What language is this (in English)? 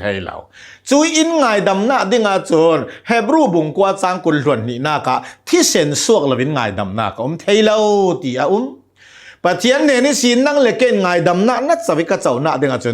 Hakha Chin